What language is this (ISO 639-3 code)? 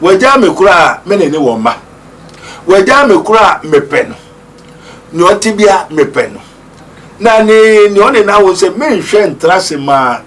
aka